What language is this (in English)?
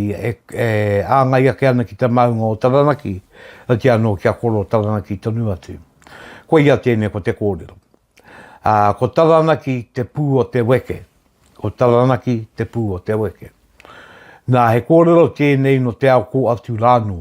Māori